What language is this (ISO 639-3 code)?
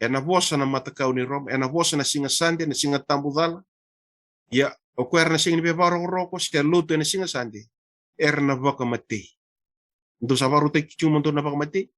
fij